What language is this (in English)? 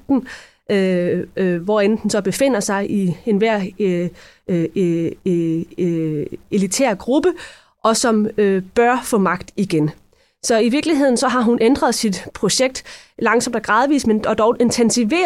Danish